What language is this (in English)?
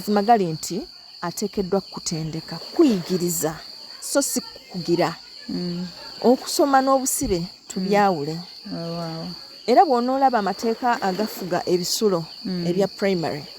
Ganda